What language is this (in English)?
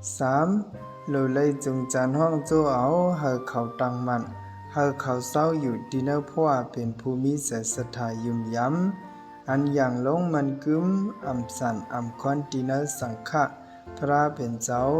Shan